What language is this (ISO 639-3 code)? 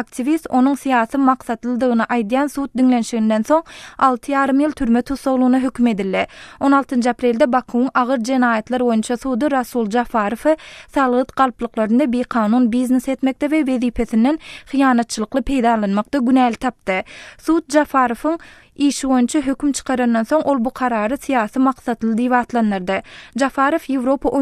tuk